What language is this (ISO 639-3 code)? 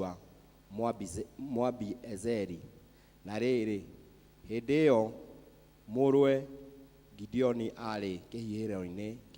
kik